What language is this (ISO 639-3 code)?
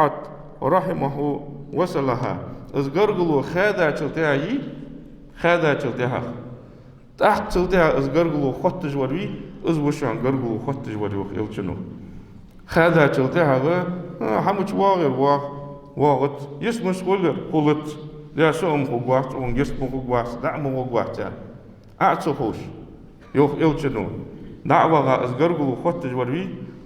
inh